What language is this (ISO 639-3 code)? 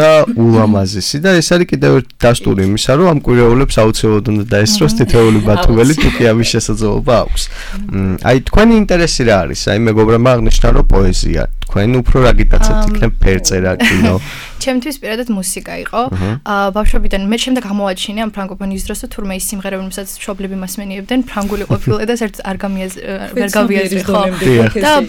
kat